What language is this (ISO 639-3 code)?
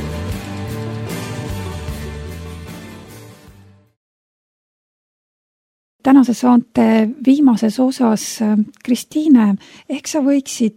est